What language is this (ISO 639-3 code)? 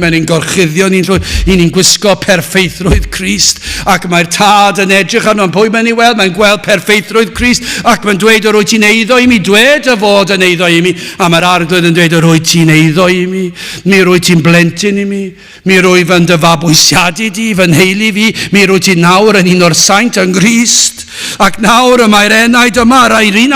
cym